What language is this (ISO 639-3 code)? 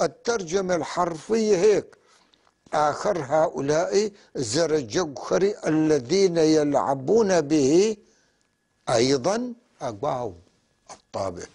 apc